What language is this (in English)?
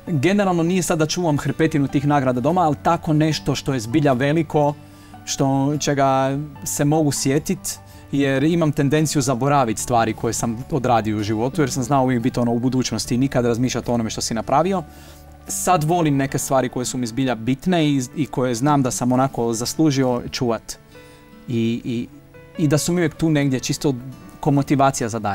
Croatian